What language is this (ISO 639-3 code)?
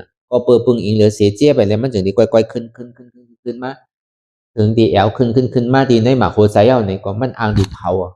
shn